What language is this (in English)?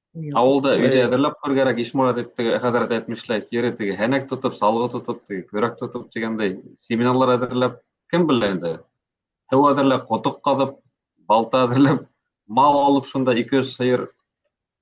Bashkir